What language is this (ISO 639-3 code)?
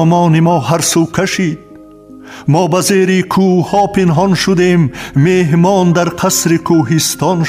fas